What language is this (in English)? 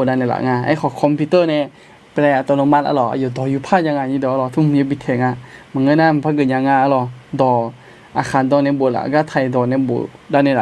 Akha